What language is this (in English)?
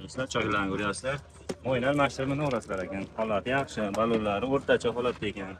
Uzbek